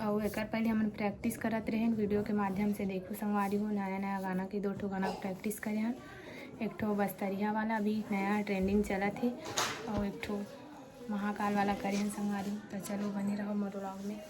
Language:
Chhattisgarhi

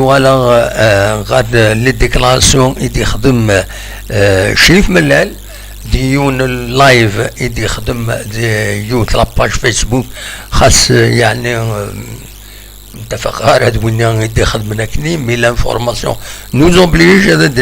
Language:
Kabyle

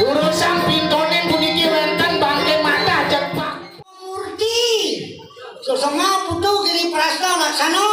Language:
Balinese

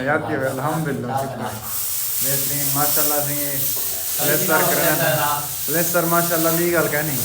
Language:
Saraiki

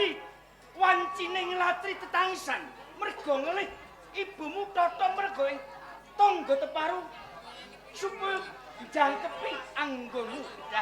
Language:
Javanese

